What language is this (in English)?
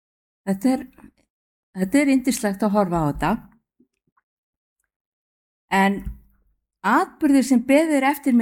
Icelandic